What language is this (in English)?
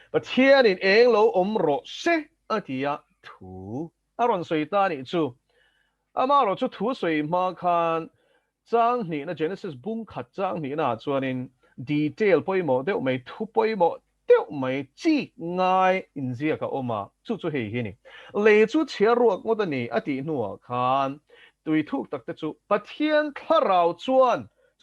Mizo